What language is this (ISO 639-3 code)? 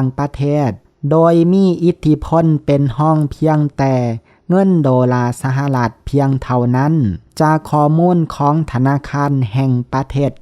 lao